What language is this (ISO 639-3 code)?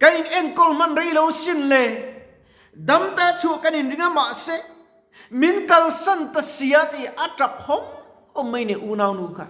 lus